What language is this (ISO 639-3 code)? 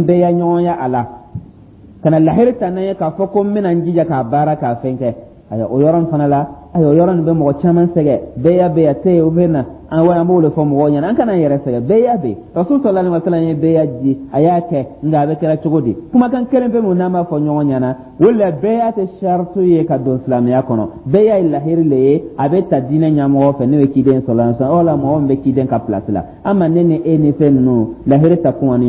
dyu